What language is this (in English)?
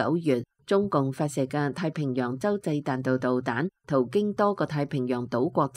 Cantonese